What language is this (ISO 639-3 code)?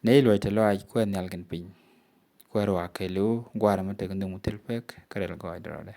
nus